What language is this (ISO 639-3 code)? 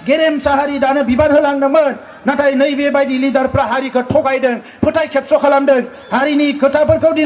brx